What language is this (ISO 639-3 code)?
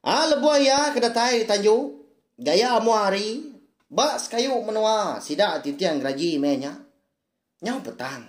iba